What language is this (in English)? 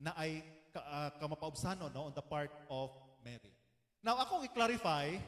Cebuano